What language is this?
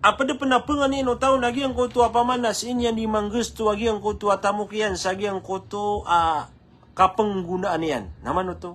Maranao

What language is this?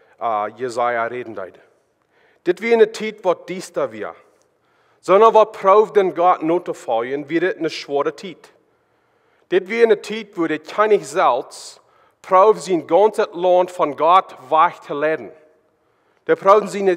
Plautdietsch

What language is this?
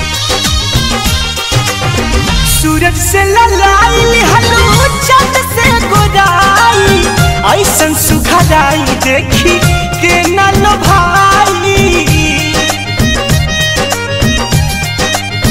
Bhojpuri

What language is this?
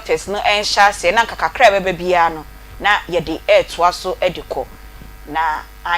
Akan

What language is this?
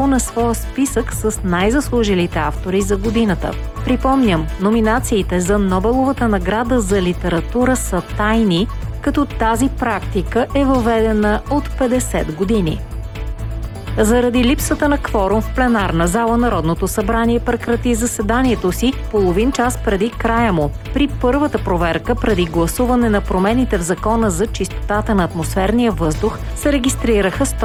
Bulgarian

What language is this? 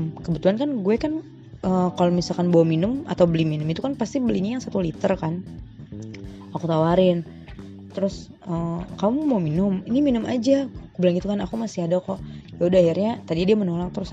Indonesian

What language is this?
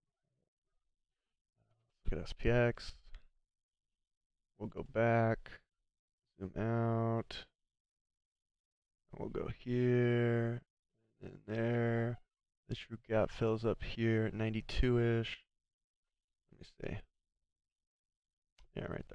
English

